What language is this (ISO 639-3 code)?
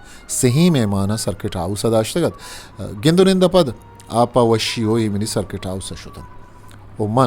bgp